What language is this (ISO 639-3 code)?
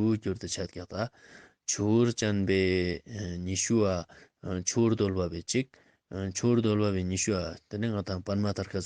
lbj